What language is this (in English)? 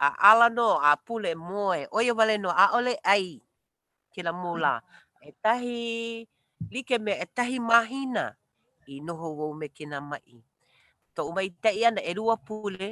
Hawaiian